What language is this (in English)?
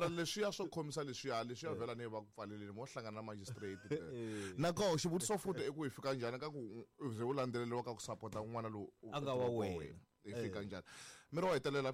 Tsonga